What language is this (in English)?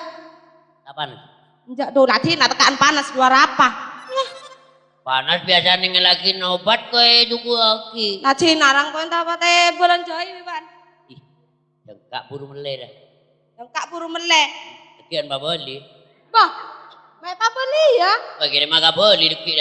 Madurese